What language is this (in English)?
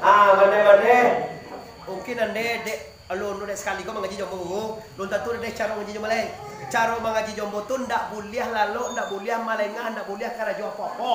Minangkabau